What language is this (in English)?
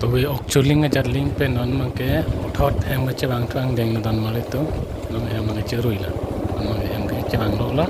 Karbi